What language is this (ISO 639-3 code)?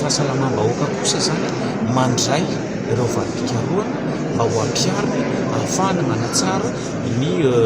mlg